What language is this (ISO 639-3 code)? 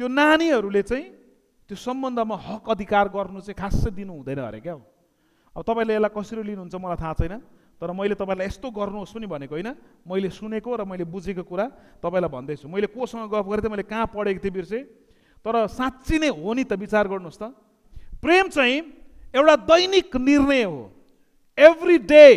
nep